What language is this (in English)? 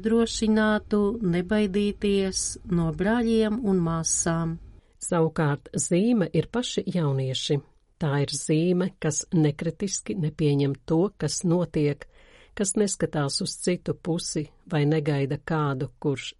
Latvian